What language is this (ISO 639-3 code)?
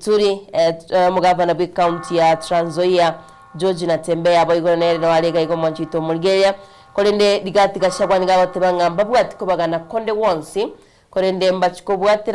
guz